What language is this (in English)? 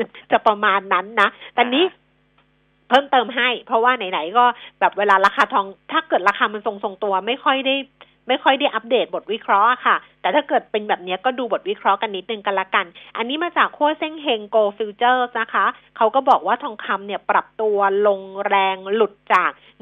Thai